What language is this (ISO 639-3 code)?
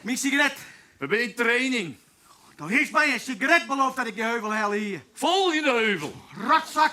fry